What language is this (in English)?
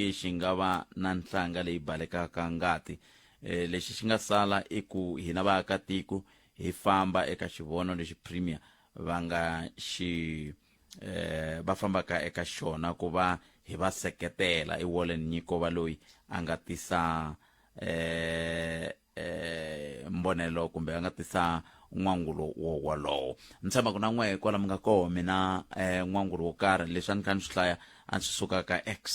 Tsonga